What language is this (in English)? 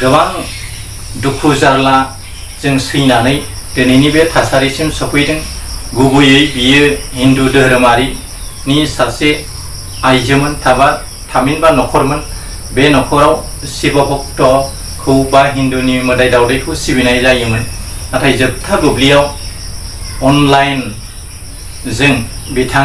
Bodo